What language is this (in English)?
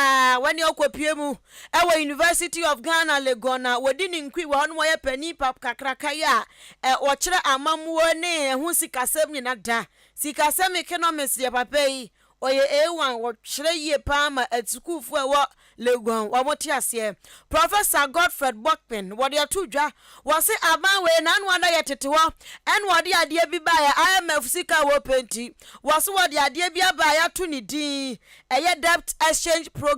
Akan